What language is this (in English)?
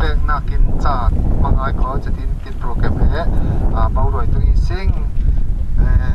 Falam Chin